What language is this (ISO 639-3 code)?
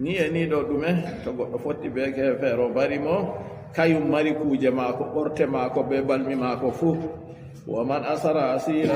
ful